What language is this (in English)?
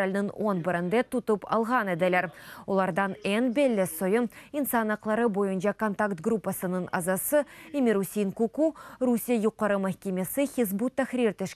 Crimean Tatar